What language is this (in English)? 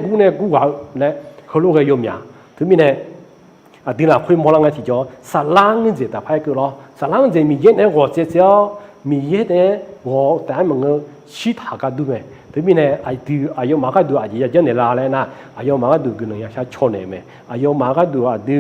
Akha